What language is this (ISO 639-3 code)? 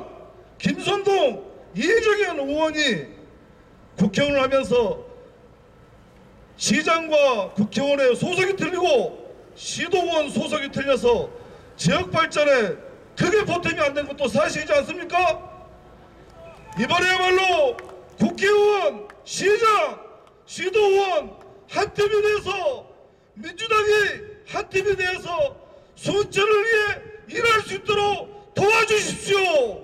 kor